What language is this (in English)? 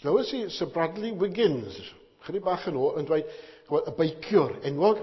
Welsh